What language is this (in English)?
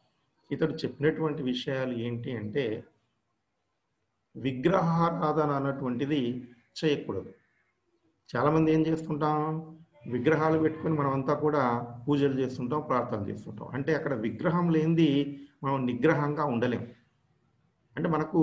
Telugu